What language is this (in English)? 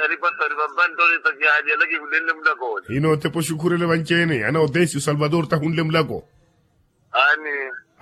Makhuwa